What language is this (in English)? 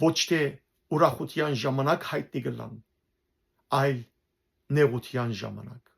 Western Armenian